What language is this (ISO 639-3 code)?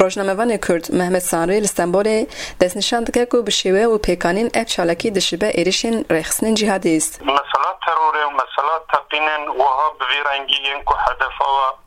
kur